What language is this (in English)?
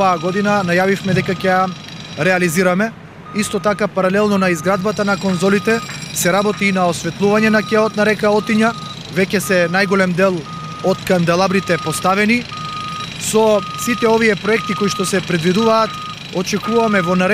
Macedonian